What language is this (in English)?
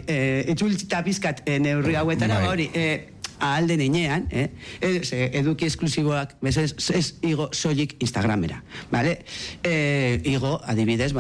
Basque